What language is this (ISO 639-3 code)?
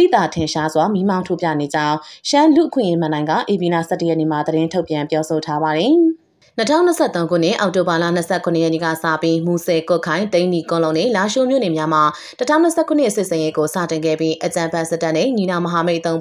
mya